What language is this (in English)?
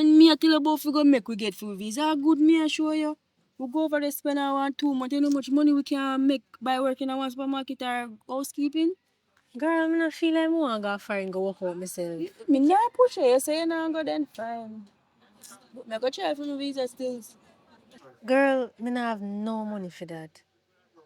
Jamaican Creole English